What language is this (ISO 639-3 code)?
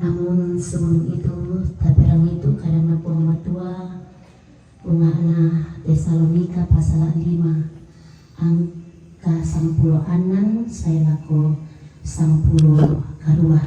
sda